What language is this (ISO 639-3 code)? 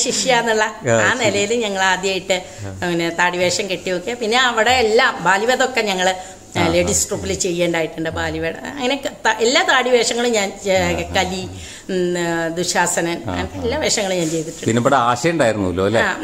mal